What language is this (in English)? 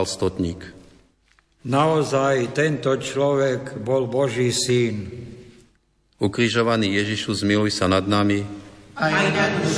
Slovak